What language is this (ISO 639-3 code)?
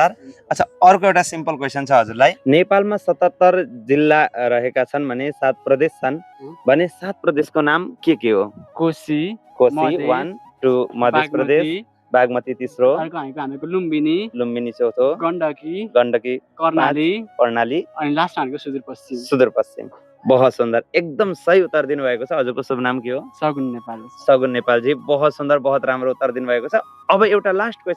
nep